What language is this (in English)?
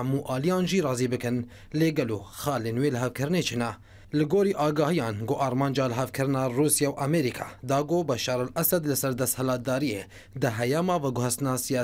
Kurdish